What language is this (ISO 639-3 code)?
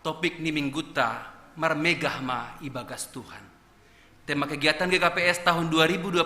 bts